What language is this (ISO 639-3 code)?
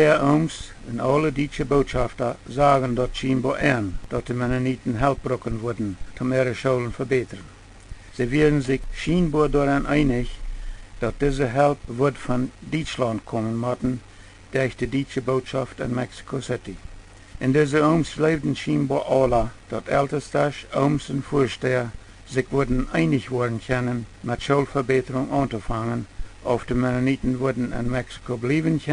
pdt